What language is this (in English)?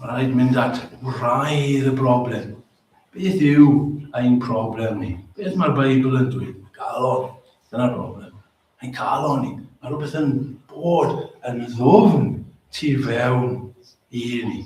Welsh